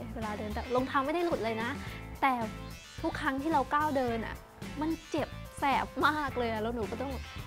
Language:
Thai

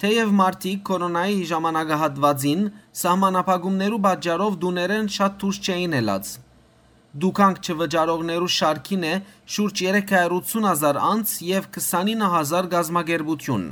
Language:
Western Armenian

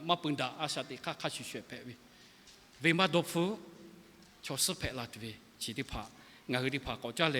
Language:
Lahu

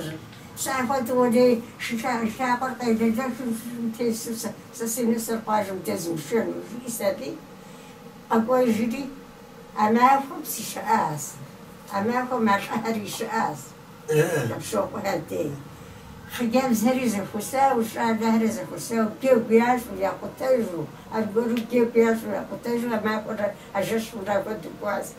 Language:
Kabardian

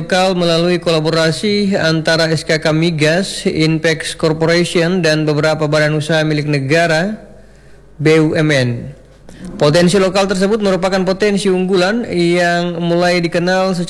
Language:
Indonesian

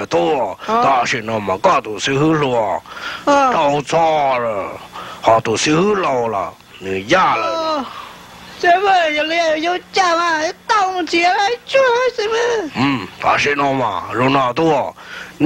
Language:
Hmong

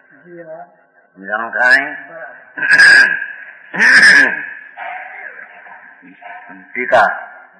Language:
Gujarati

